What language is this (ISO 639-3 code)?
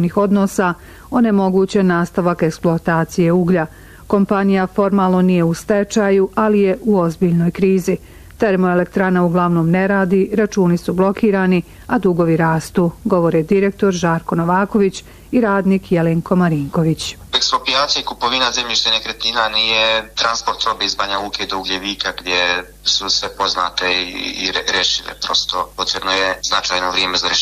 bos